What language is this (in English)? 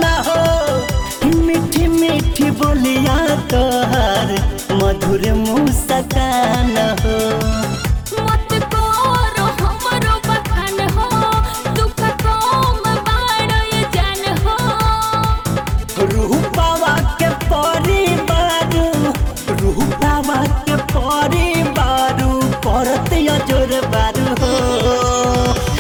Bhojpuri